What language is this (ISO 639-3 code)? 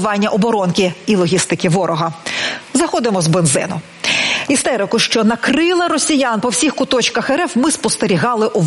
ukr